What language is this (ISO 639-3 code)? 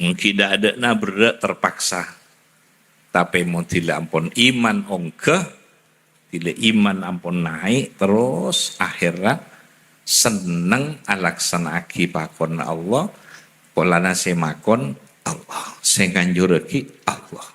mad